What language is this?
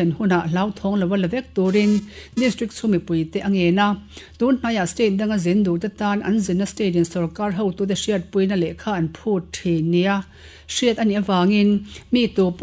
Mizo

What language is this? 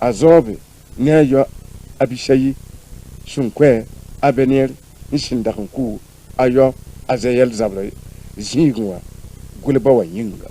Mossi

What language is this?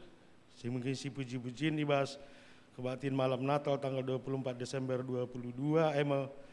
Batak Karo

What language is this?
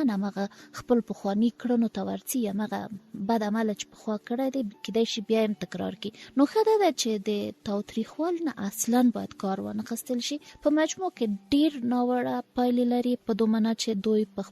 Pashto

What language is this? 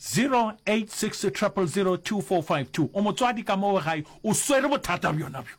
Northern Sotho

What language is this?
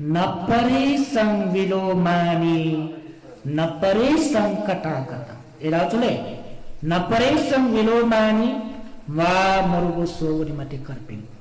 Newari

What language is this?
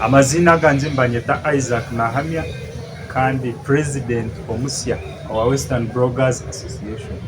Nyankole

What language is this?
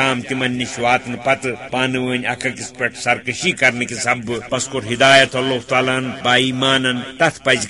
Kashmiri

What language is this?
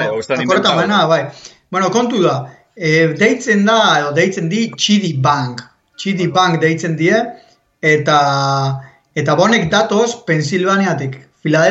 Basque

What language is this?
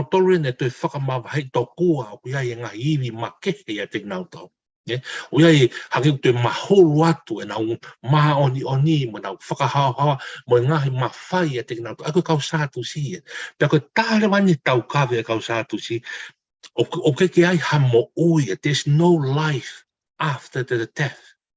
Tongan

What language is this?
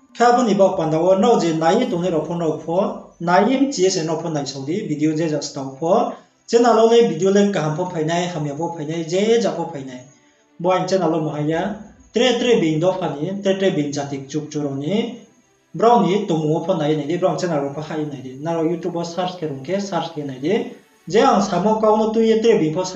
Riang (India)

